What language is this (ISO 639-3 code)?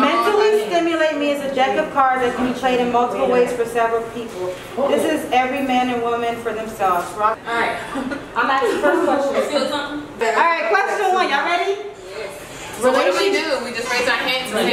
eng